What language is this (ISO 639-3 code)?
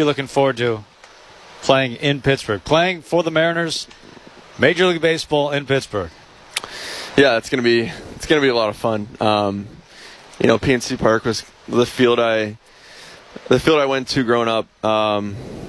eng